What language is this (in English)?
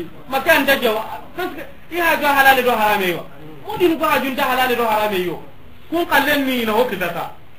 Soninke